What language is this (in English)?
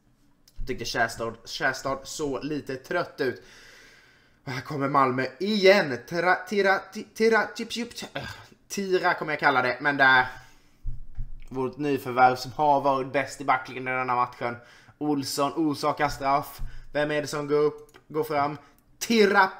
Swedish